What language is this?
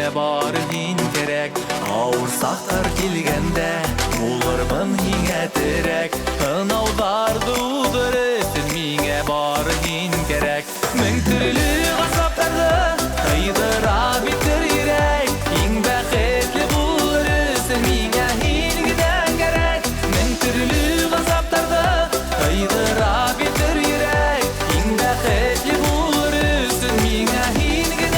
Bashkir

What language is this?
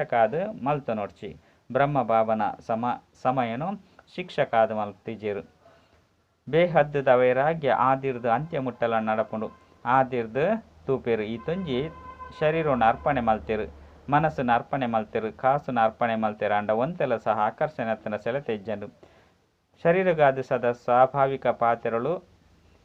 Tulu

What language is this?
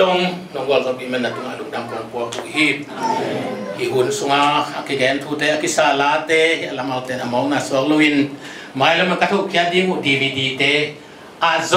Tedim Chin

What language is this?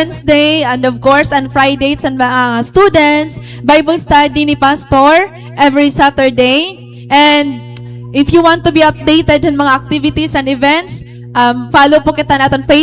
Waray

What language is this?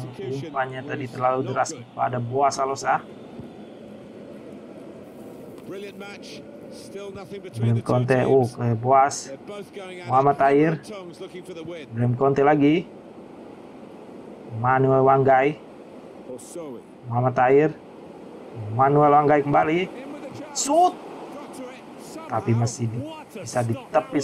Indonesian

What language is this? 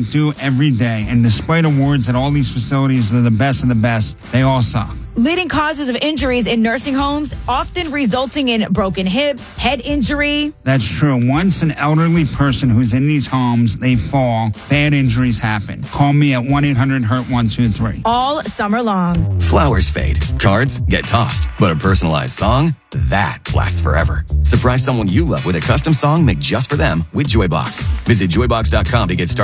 English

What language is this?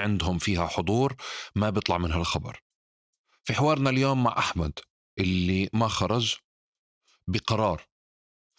North Levantine Arabic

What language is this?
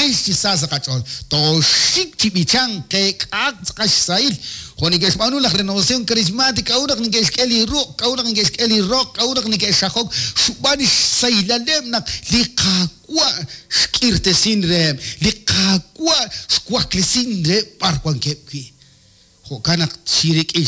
Kekchí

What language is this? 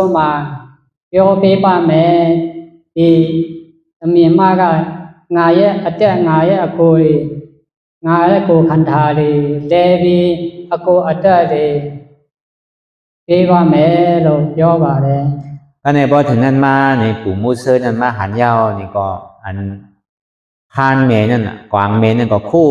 Shan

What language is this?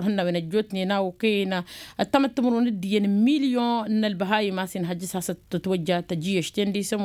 Tamasheq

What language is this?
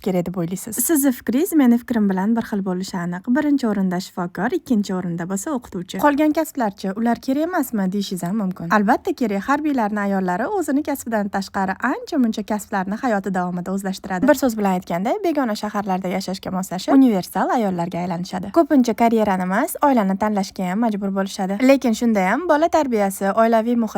Uzbek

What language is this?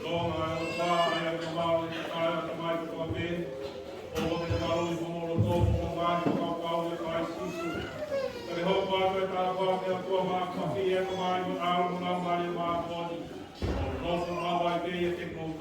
Tongan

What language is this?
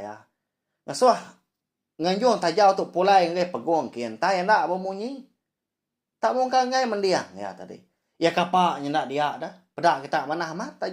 Iban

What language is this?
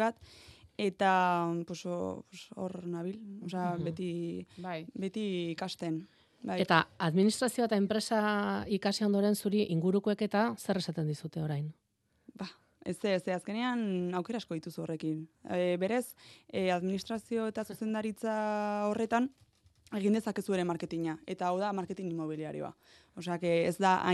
Basque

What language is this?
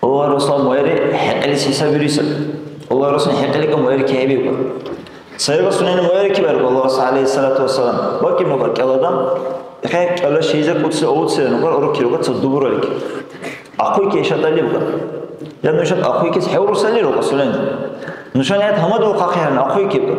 Dargwa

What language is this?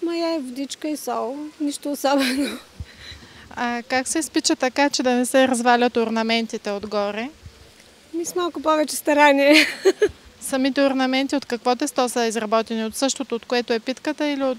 Bulgarian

